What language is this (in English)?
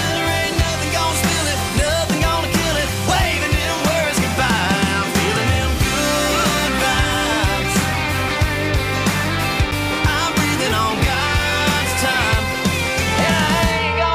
English